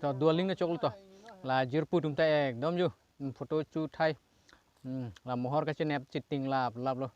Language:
Karbi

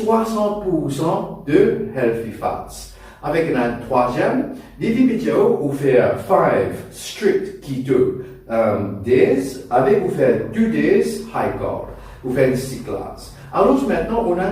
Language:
Morisyen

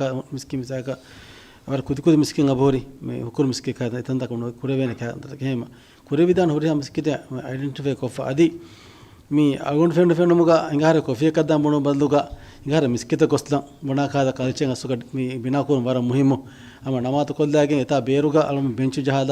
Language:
Divehi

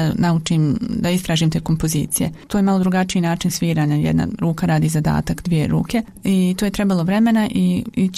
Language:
Croatian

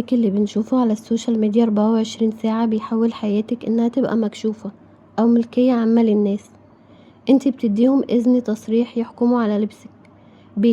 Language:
Egyptian Arabic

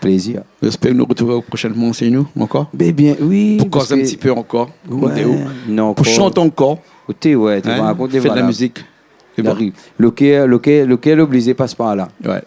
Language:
Réunion Creole French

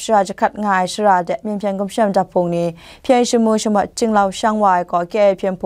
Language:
Kachin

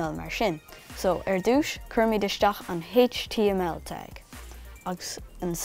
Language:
Irish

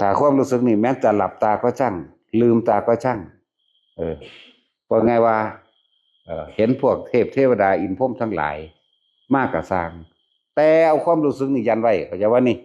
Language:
Northeastern Thai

